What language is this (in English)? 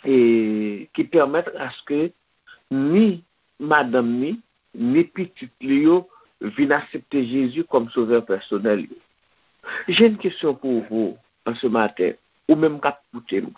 Haitian Creole